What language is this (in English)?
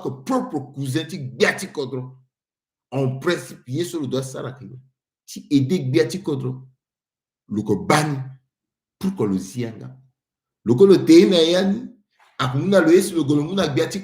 Sango